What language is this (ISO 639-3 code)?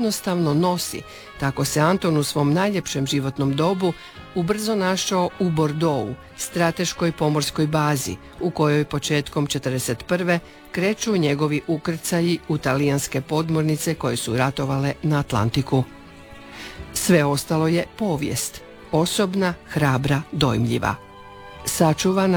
hrv